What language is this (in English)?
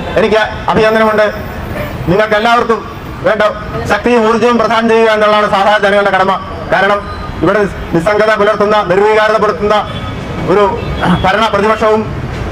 Malayalam